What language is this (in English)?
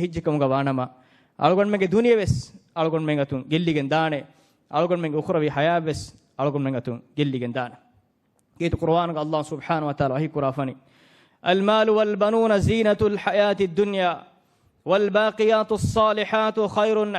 Divehi